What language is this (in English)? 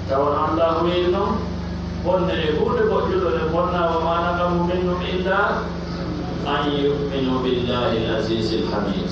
Pular